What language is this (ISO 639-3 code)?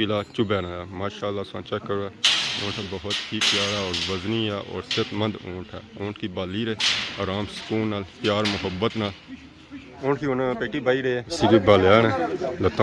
phr